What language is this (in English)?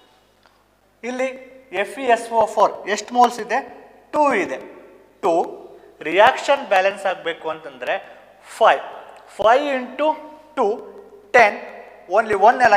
Kannada